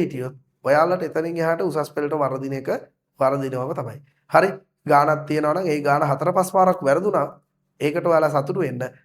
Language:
Sinhala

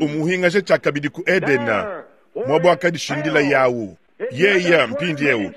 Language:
Luba-Lulua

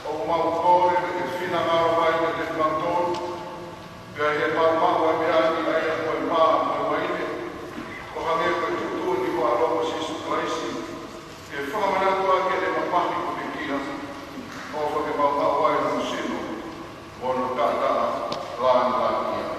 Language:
Tongan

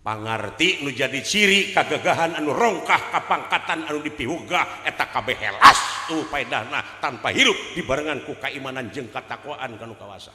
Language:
Sundanese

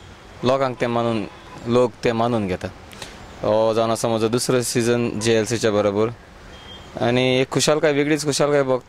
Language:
Konkani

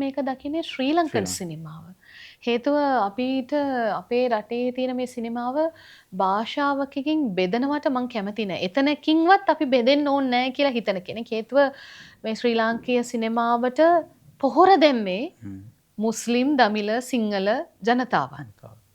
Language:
Sinhala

